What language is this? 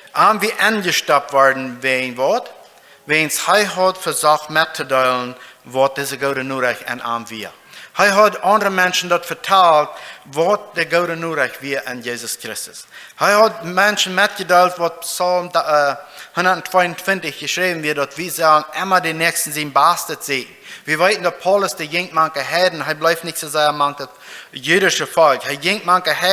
Plautdietsch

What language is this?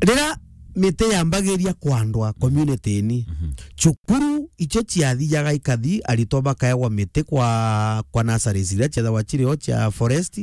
Meru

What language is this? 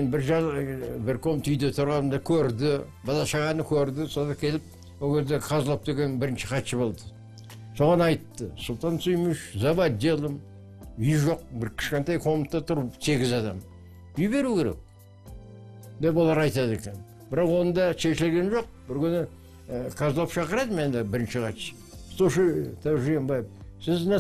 Kazakh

